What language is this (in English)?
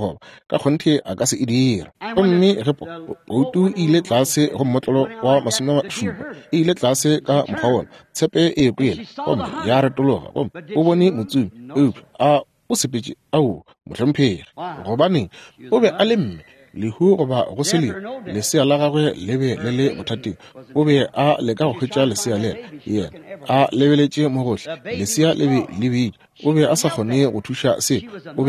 Northern Sotho